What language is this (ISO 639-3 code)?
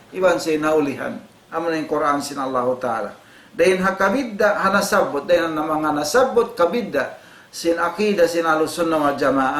tsg